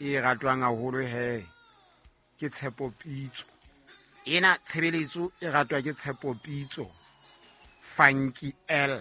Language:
Southern Sotho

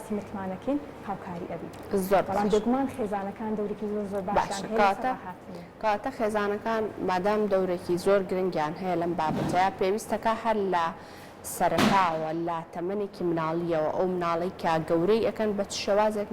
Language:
Central Kurdish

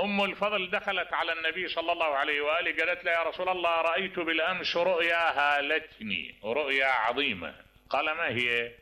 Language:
Mesopotamian Arabic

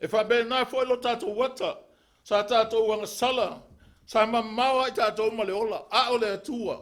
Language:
Samoan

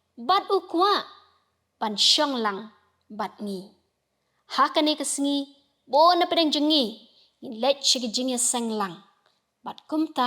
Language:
Khasi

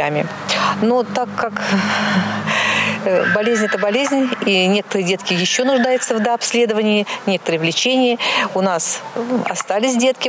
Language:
Russian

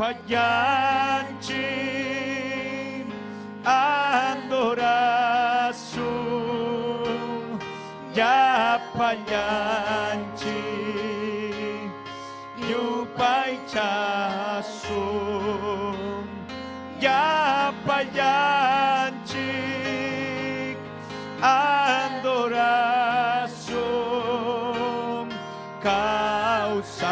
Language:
Ayacucho Quechua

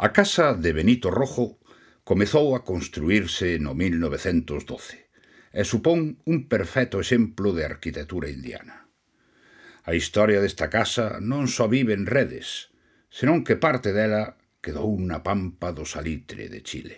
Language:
Galician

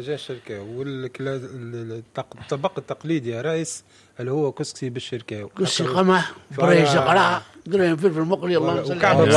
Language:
Tunisian Arabic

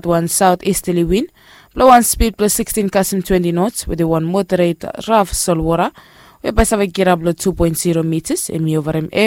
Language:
Bislama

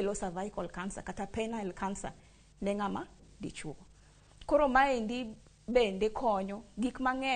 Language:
Luo (Kenya and Tanzania)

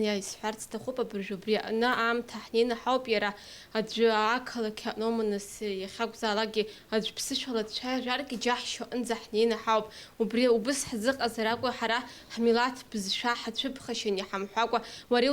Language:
Abkhazian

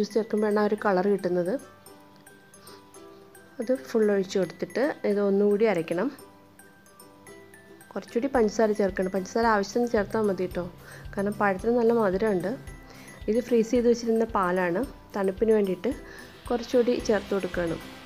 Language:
Malayalam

